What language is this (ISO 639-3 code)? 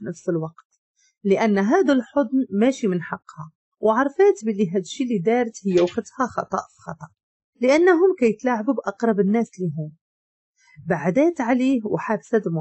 ary